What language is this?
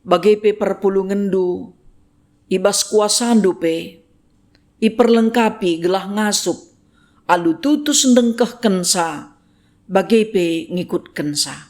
Batak Karo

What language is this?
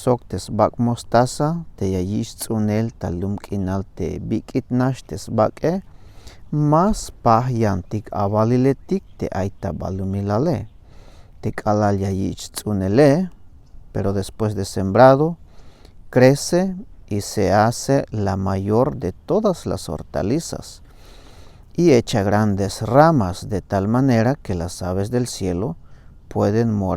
Tzeltal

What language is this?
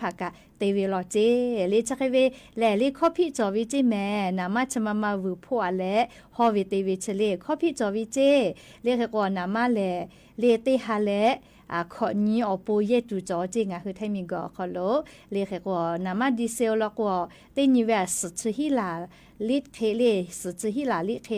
Lahu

